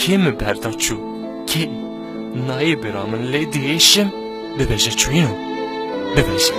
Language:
Kurdish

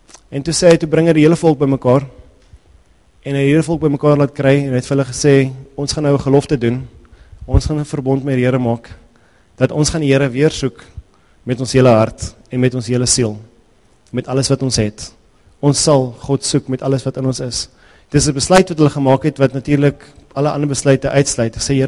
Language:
Afrikaans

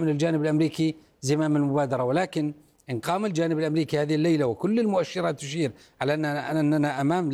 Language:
Arabic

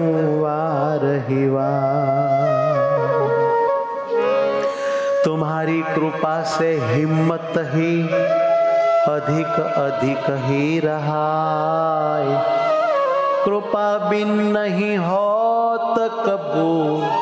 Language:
Gujarati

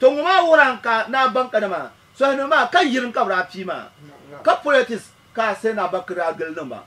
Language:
Dagbani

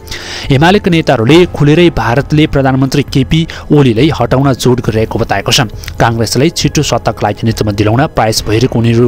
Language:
Nepali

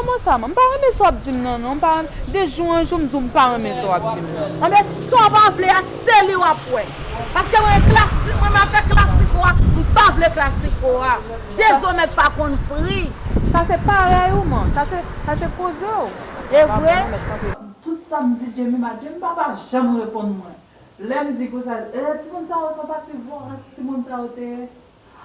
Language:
Haitian Creole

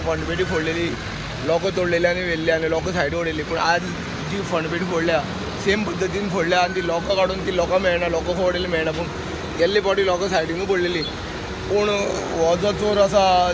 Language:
Konkani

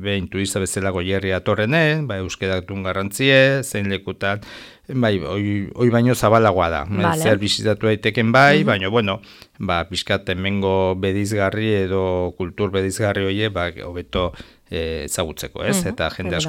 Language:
Basque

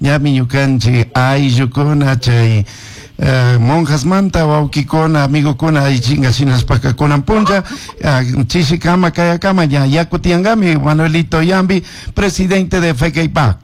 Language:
Chimborazo Highland Quichua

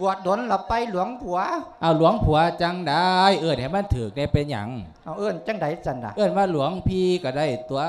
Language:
Lao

